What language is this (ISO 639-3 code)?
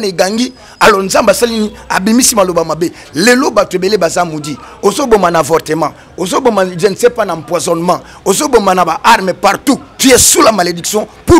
lin